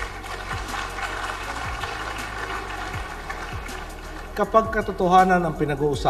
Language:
Filipino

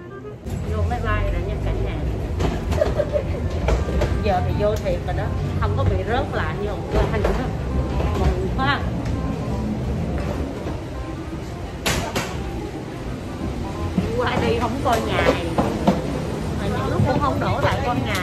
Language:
Vietnamese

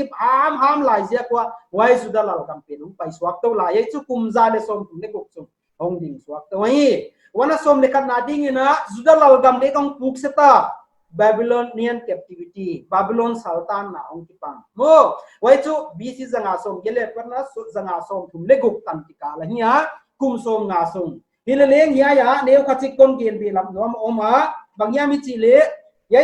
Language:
Paite Chin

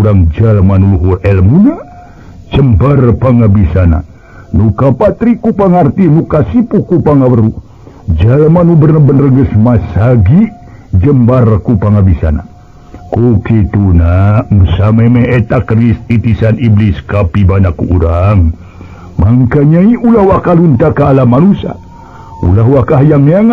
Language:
Sundanese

